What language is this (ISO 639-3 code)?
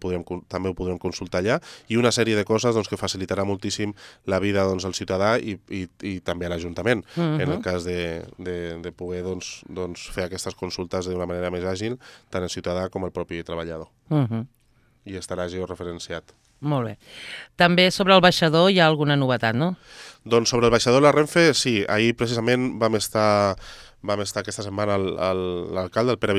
cat